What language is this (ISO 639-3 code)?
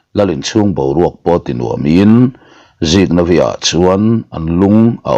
lus